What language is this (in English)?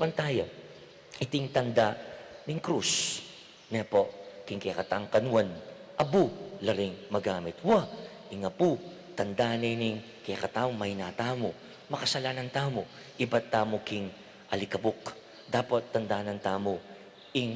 Pampanga